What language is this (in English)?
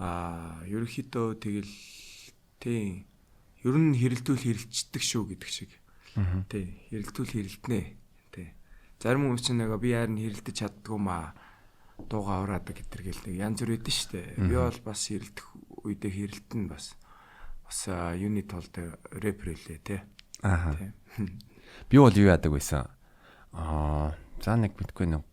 Mongolian